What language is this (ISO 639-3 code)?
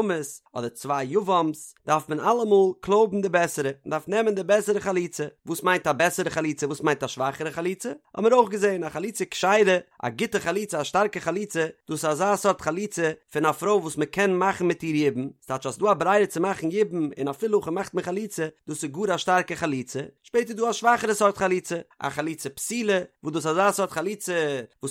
yid